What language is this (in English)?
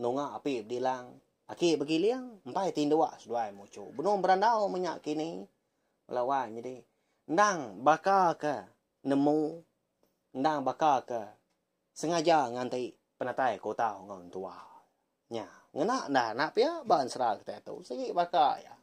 Iban